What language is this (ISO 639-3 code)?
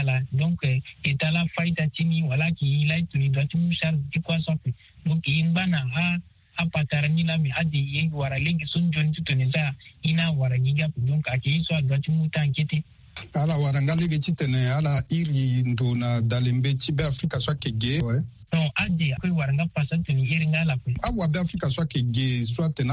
sag